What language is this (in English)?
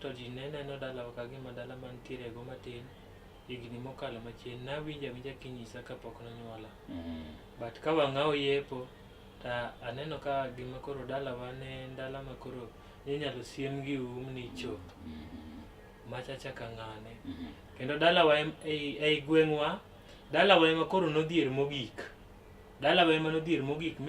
Luo (Kenya and Tanzania)